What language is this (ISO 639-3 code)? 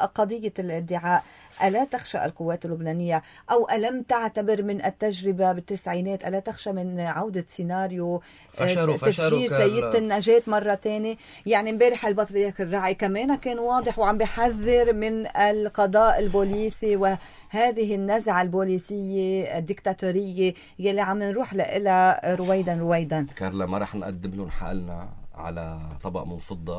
apc